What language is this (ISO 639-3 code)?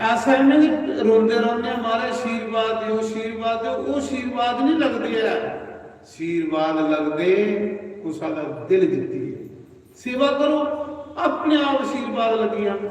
doi